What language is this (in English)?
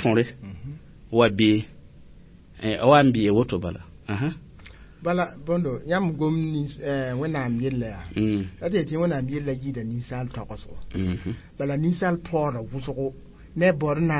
Mossi